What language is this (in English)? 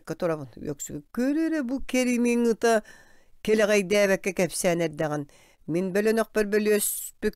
Yakut